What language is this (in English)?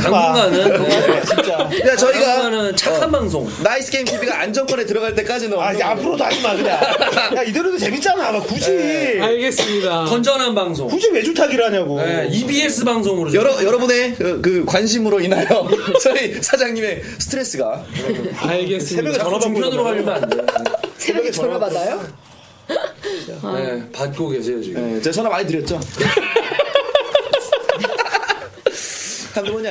Korean